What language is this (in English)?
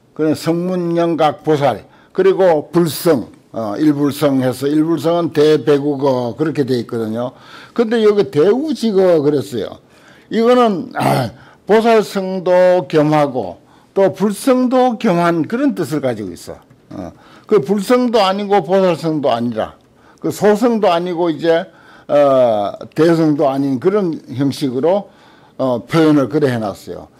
Korean